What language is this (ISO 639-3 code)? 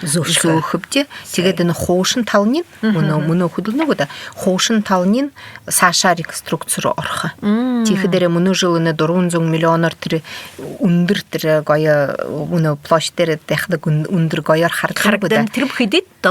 bua